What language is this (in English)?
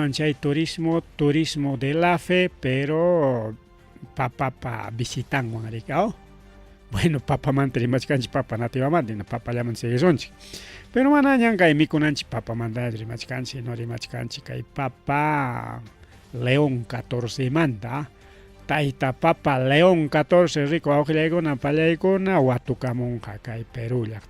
Ayacucho Quechua